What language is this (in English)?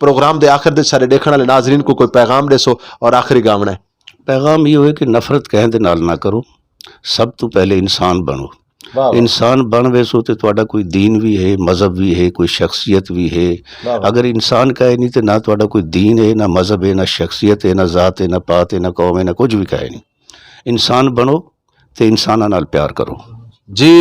Western Panjabi